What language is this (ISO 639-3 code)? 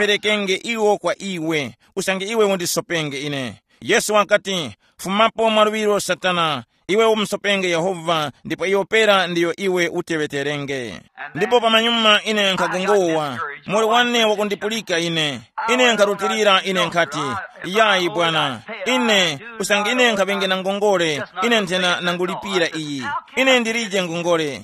tum